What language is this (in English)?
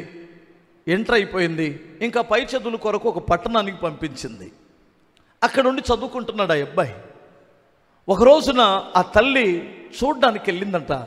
Telugu